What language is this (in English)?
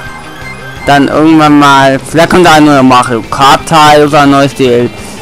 German